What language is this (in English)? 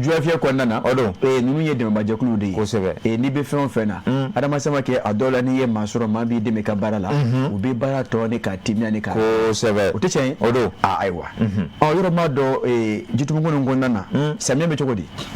Bambara